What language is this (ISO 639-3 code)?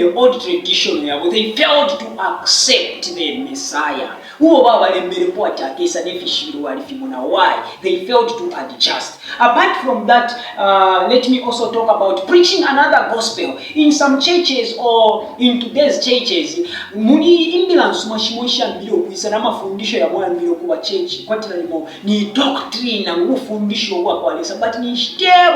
bem